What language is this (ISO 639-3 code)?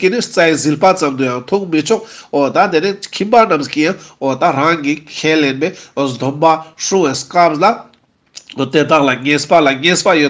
lbj